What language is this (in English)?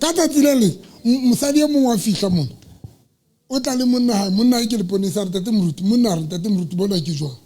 Southern Sotho